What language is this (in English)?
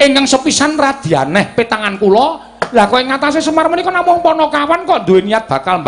Javanese